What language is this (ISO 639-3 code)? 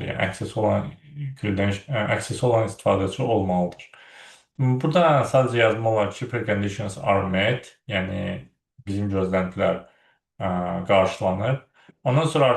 aze